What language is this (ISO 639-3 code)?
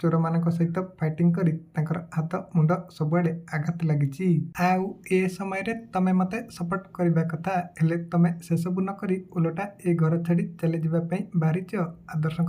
ori